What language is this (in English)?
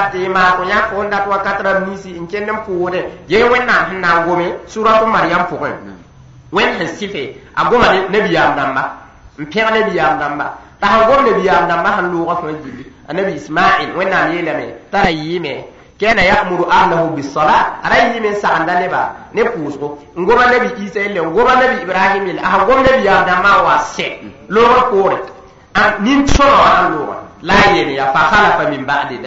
Mossi